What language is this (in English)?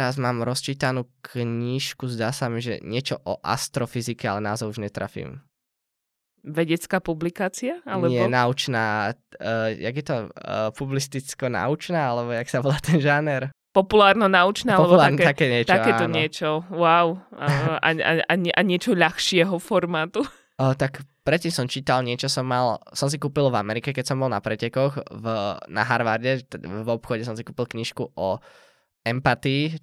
Slovak